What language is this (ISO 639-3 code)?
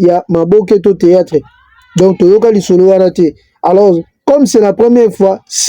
lin